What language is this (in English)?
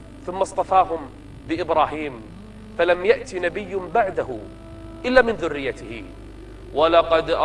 Arabic